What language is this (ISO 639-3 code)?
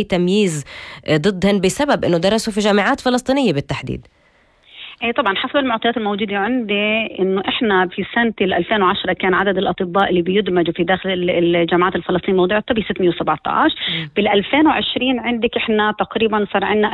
apc